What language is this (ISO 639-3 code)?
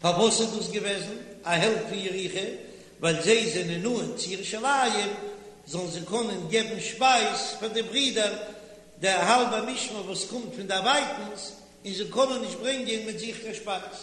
yid